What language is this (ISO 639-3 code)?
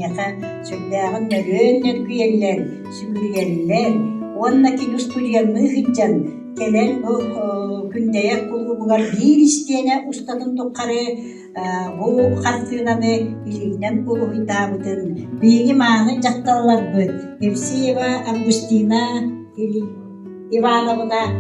sah